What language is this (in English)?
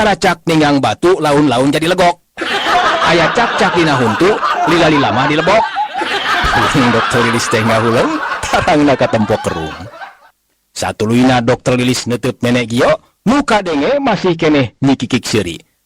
Sundanese